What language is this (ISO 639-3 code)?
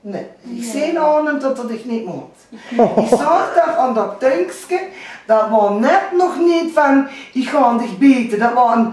lim